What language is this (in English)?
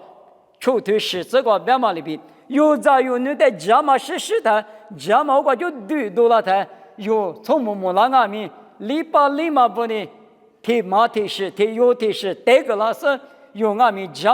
Lisu